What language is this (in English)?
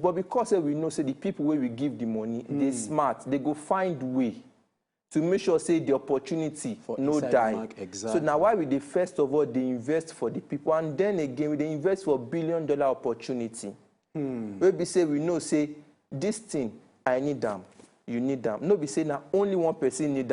Nigerian Pidgin